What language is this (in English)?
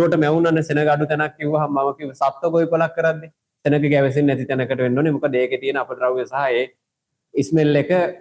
Sinhala